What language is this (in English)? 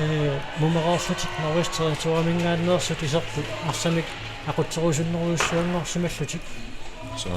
Kalaallisut